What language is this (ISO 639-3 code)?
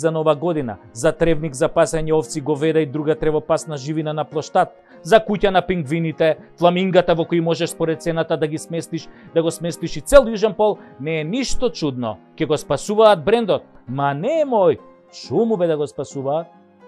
mkd